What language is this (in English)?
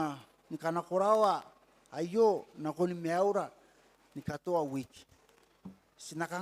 Gilbertese